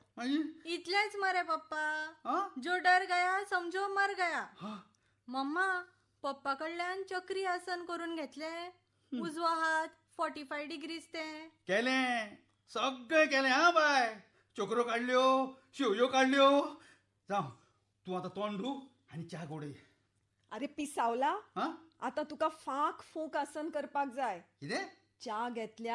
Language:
Konkani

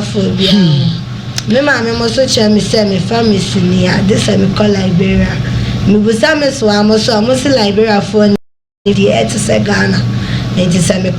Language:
Akan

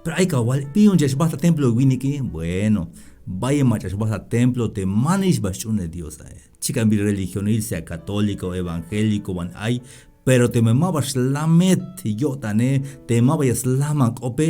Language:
Tzeltal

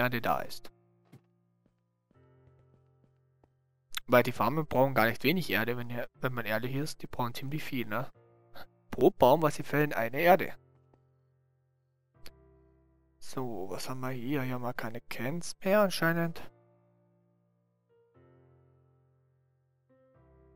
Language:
German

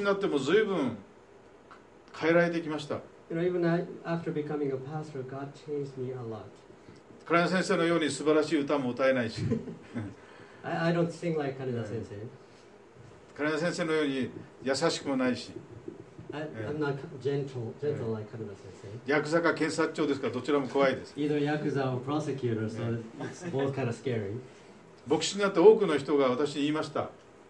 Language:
Japanese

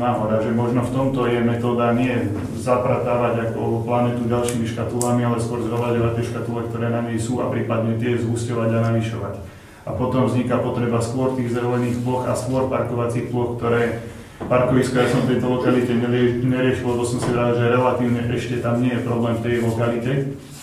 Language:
Slovak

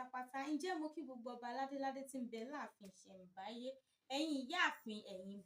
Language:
Yoruba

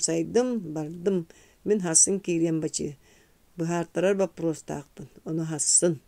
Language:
Yakut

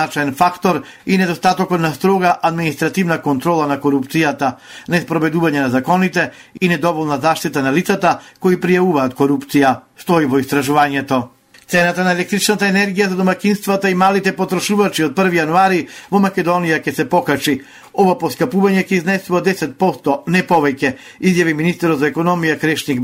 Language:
Macedonian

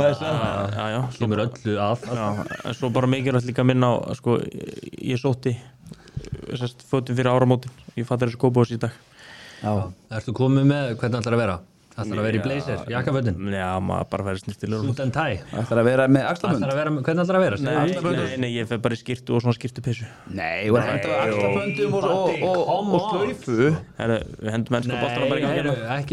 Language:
Icelandic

